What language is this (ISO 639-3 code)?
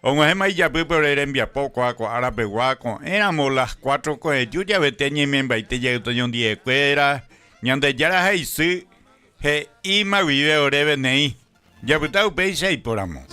grn